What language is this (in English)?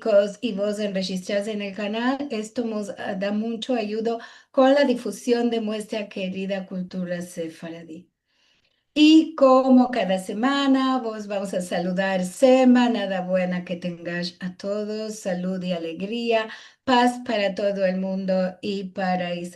Ladino